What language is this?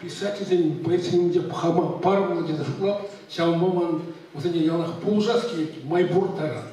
Chuvash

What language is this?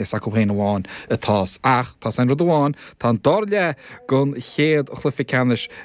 Irish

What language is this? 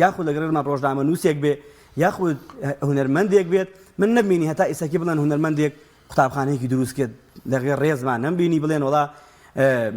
Central Kurdish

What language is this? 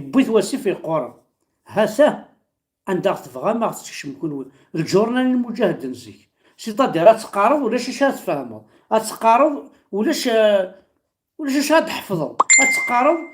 Kabyle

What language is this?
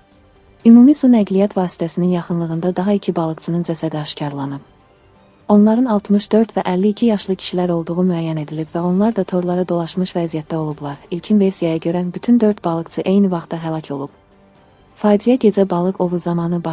Azerbaijani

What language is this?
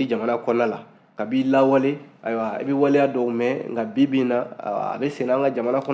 Bambara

